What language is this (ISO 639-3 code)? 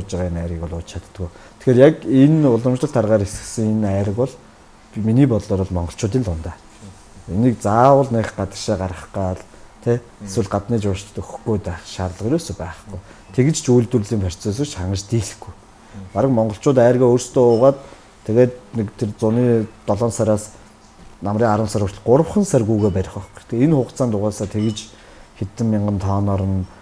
mon